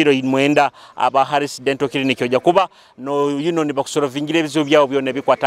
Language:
Nyoro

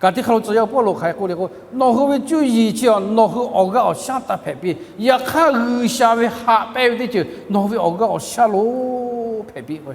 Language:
Lahu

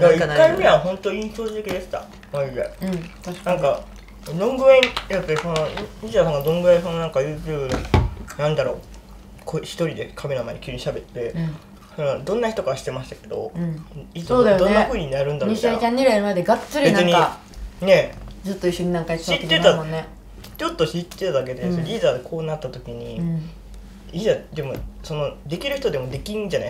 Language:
Japanese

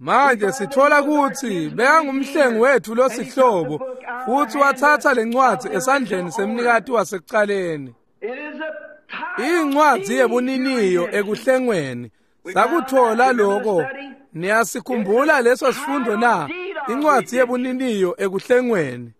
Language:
Swati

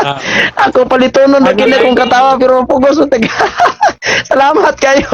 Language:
Cebuano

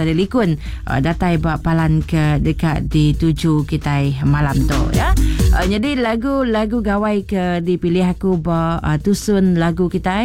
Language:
Iban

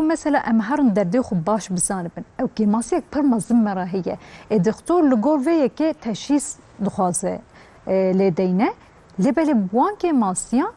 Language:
Kurdish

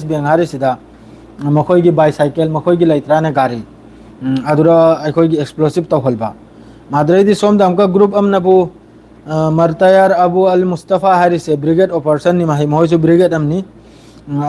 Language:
Manipuri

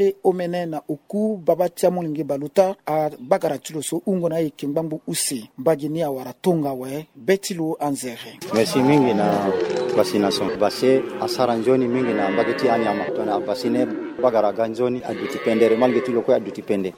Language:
Sango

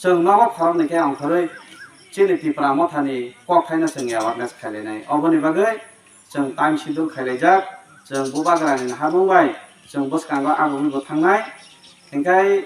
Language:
Kok Borok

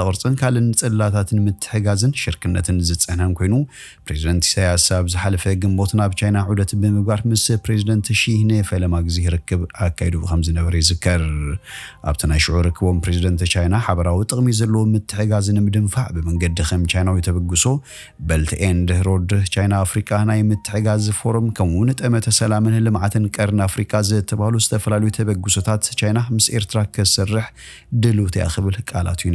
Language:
Tigrinya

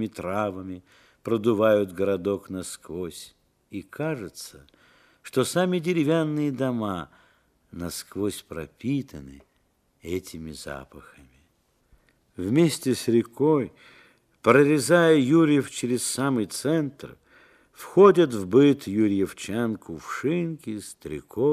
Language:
Russian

